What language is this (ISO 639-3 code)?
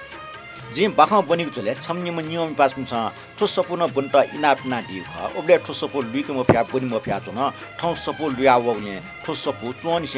new